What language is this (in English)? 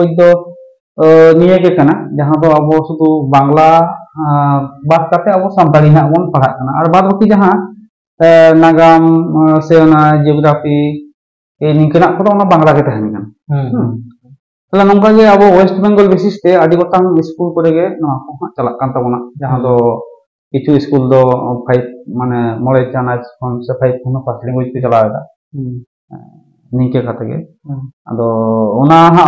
Santali